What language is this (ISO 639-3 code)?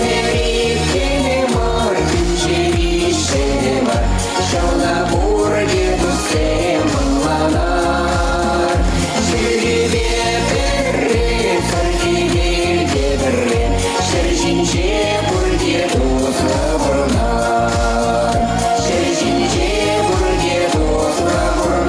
chv